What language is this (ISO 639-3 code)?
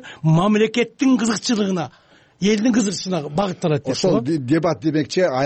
kir